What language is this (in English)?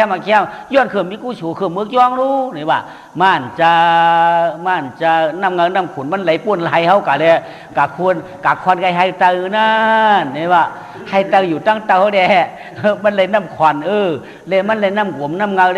Shan